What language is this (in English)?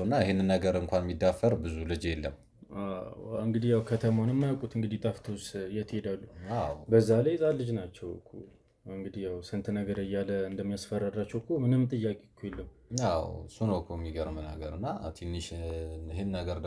Amharic